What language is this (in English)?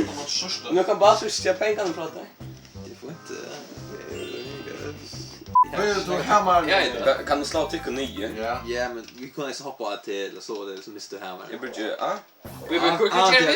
Faroese